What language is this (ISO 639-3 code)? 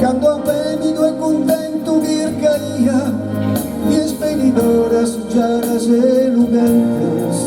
srd